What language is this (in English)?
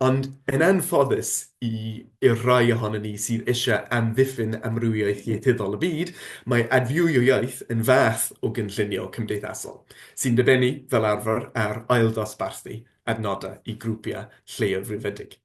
Welsh